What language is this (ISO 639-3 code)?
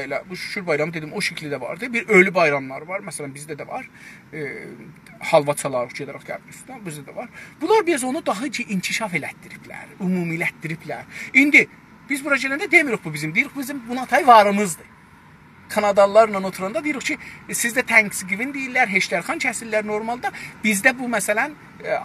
azb